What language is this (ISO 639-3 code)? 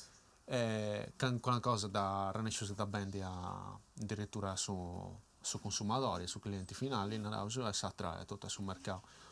srd